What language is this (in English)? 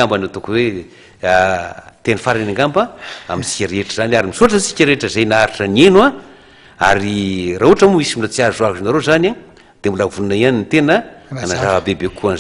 Malagasy